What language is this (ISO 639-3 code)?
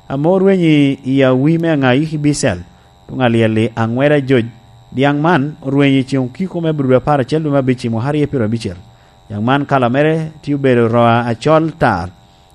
laj